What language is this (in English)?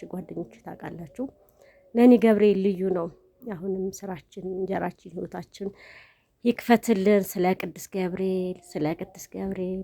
Amharic